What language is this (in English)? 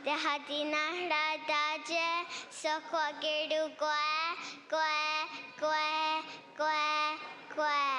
Mohawk